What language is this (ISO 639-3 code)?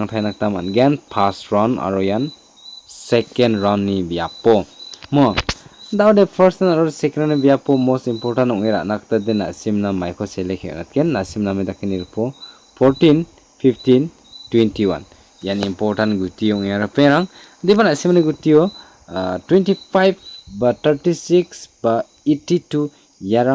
grt